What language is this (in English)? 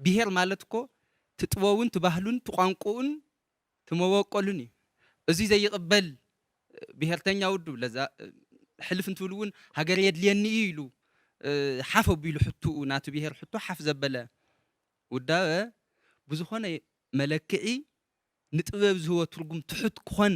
Tigrinya